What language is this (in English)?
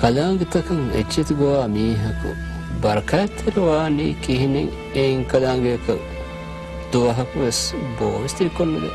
Divehi